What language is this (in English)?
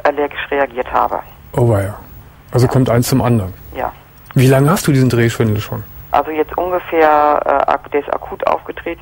German